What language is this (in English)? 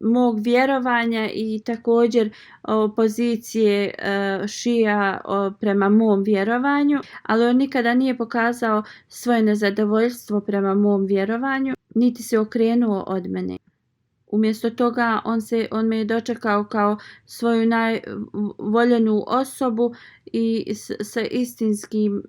Bosnian